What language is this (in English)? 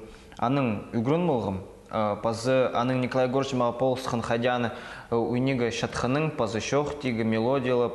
Khakas